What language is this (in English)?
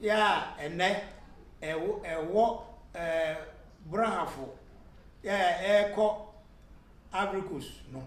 Akan